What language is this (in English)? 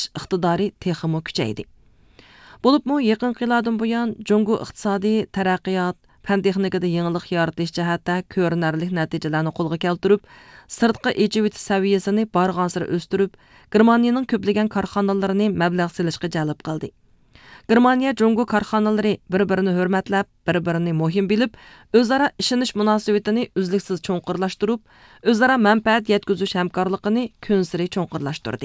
Uyghur